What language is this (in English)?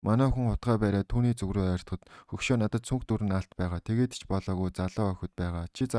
Mongolian